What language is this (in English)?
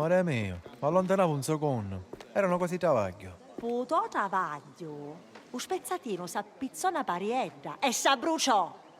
Sicilian